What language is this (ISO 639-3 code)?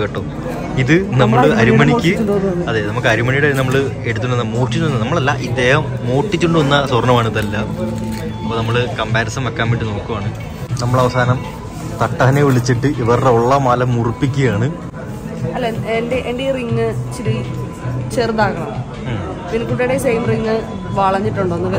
mal